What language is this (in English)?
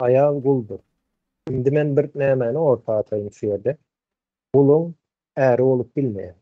Turkmen